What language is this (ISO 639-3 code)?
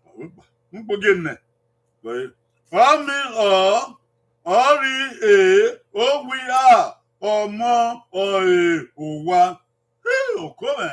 bin